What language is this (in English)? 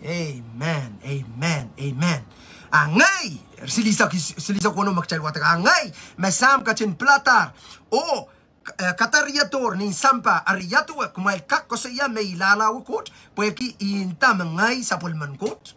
Pohnpeian